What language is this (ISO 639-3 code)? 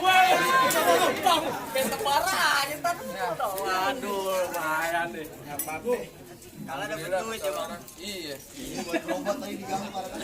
bew